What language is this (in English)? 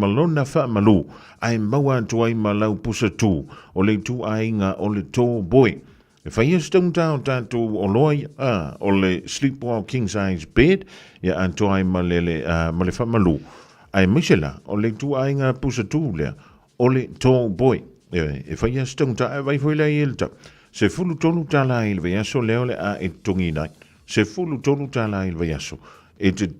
Samoan